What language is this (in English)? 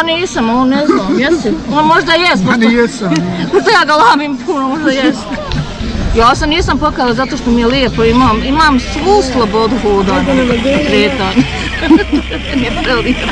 Bosnian